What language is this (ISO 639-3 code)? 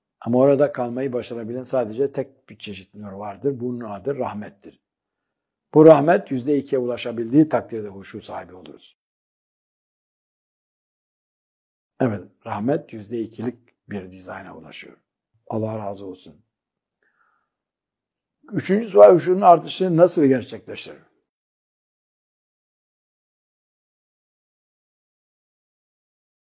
tur